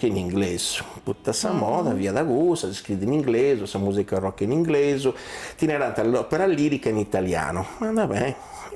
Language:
Sardinian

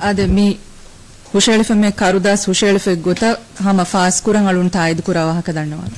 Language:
Divehi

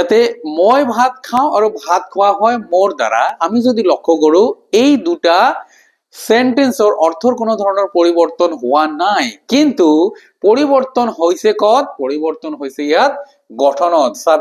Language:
Assamese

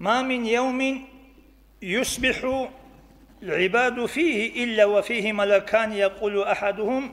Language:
Avaric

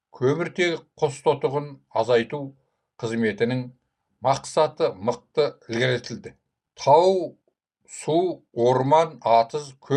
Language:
Kazakh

